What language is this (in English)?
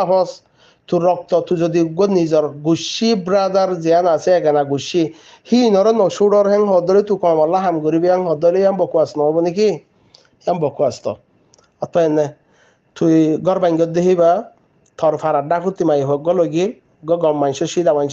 Rohingya